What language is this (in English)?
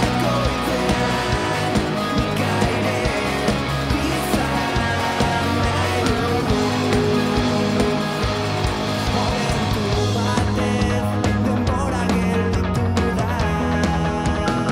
Basque